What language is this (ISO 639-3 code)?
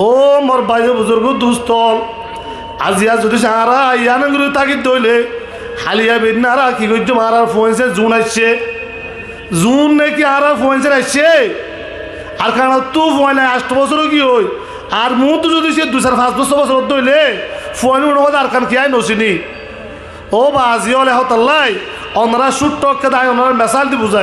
rhg